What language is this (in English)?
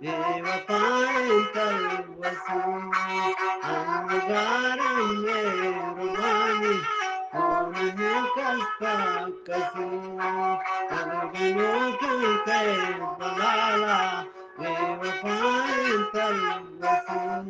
Eastern Balochi